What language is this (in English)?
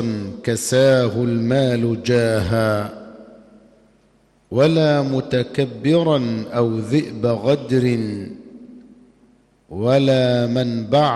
Arabic